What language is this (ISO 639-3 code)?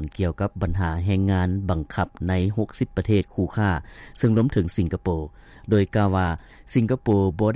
lao